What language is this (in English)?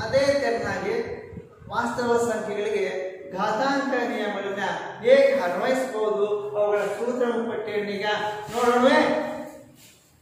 Kannada